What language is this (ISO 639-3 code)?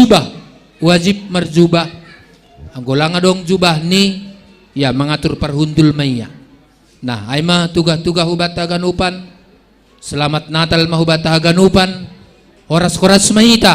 bts